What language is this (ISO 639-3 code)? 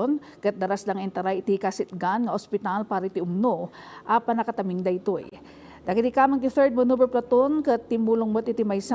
ilo